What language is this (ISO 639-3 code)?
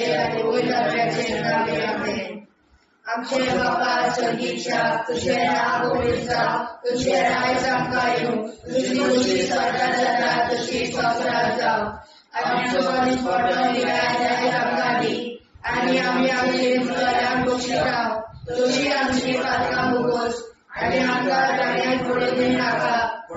kok